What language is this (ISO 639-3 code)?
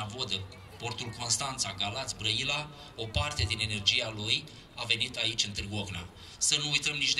ron